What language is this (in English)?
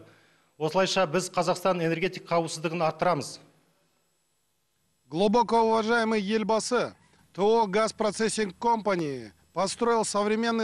Kazakh